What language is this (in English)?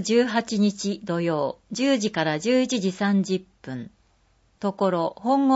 Japanese